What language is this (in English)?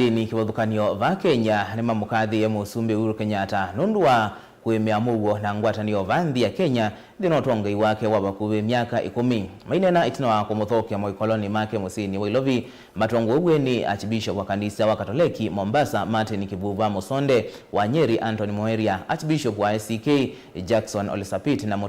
Kamba